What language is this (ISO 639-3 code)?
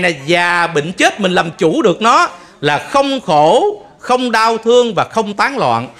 vie